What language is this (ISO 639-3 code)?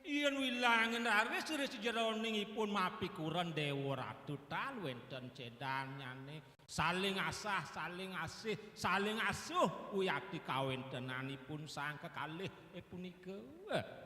ban